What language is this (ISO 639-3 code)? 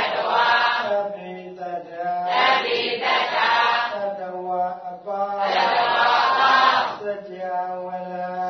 mya